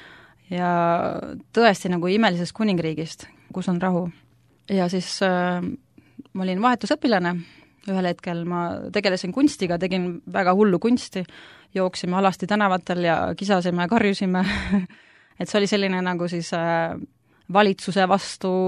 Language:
Estonian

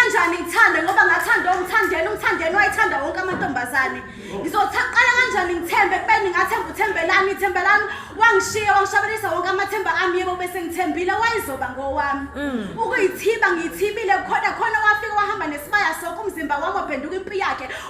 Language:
Zulu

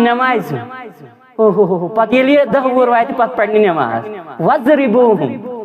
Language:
Kashmiri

